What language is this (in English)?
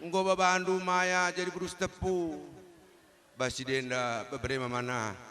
Batak Karo